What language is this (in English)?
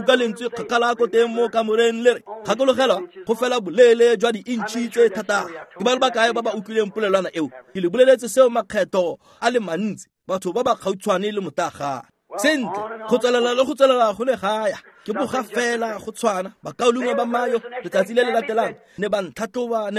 Tswana